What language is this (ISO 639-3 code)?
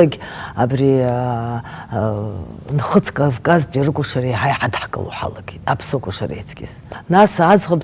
abk